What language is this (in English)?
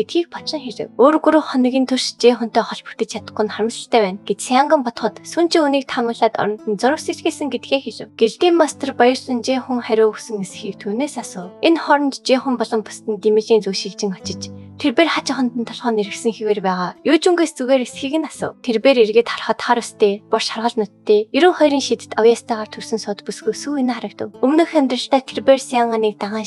Mongolian